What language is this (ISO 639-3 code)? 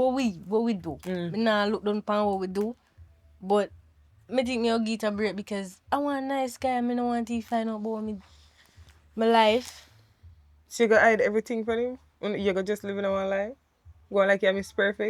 jam